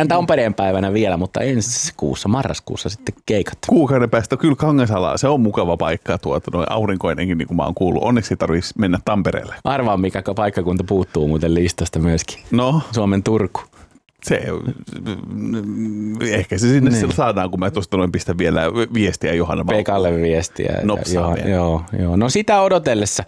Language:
Finnish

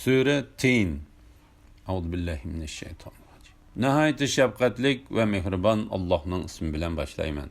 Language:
Uyghur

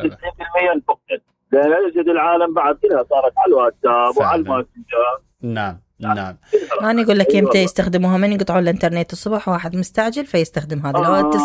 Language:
Mesopotamian Arabic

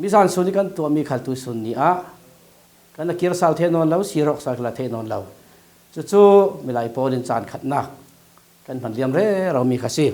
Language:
Falam Chin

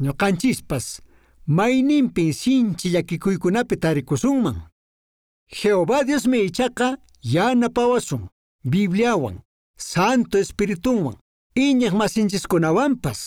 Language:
Quechua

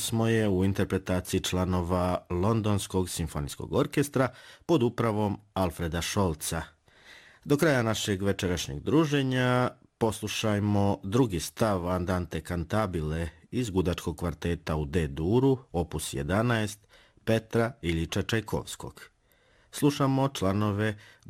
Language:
Serbian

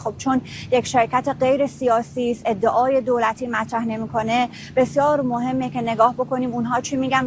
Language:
Persian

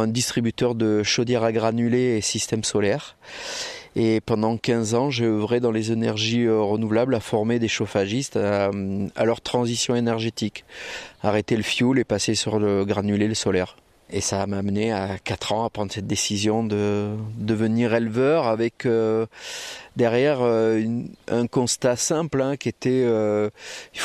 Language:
French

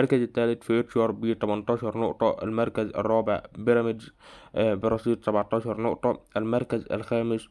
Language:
Egyptian Arabic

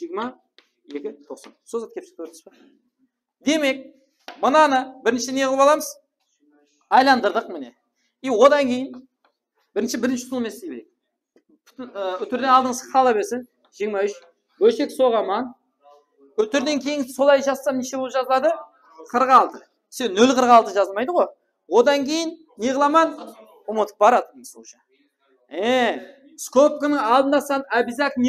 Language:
Kara-Kalpak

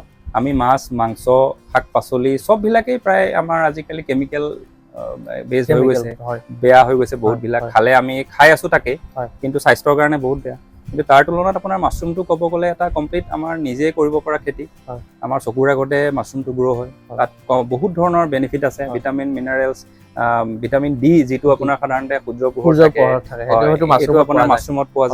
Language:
Assamese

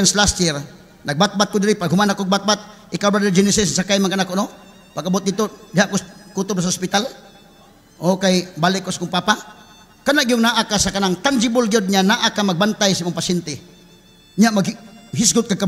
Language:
Cebuano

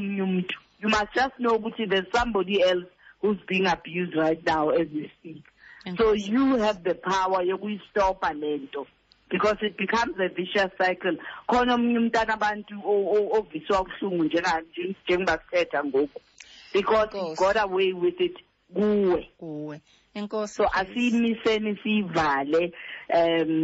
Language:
Xhosa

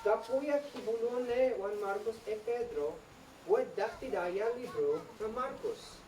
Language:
Isnag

